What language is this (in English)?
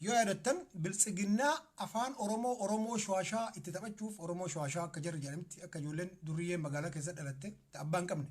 Oromo